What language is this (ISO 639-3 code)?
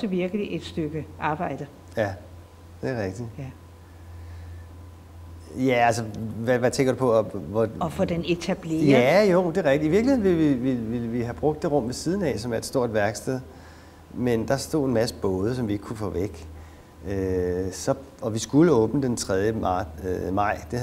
dan